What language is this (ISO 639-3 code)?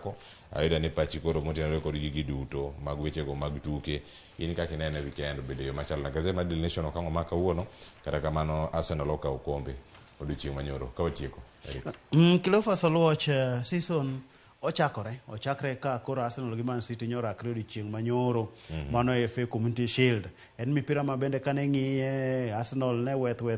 luo